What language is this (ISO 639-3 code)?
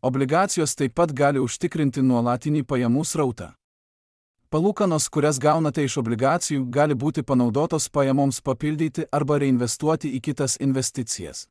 lit